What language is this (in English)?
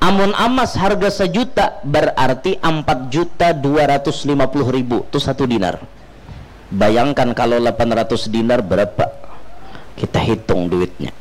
Banjar